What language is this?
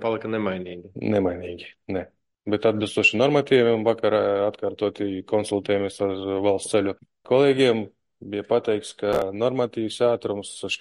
Latvian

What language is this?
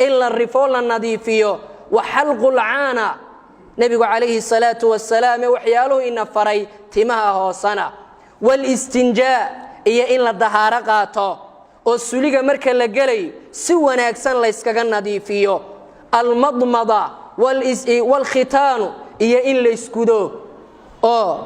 Somali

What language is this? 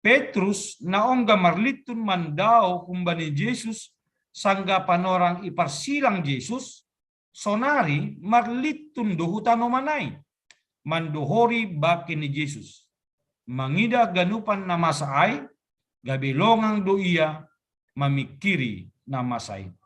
Batak Simalungun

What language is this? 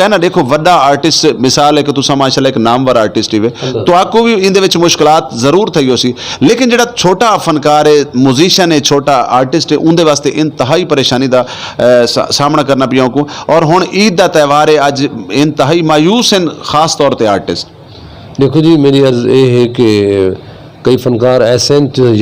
Saraiki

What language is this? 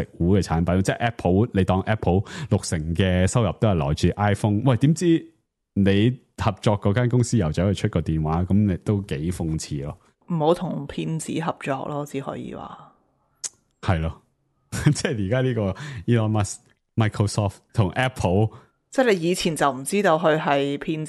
Cantonese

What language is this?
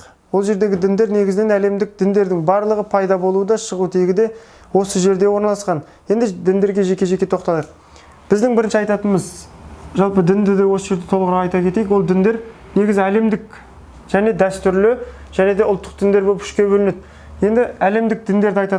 Kazakh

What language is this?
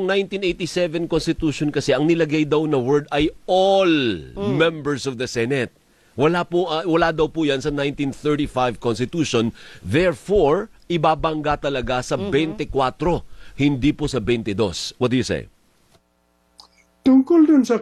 Filipino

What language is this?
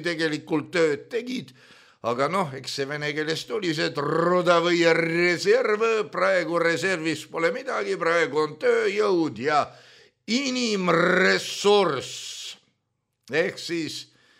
Estonian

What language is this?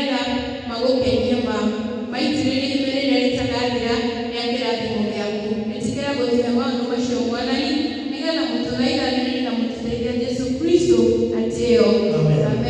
Kikuyu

